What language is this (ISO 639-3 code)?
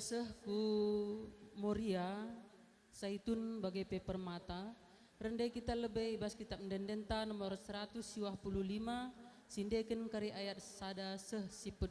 btx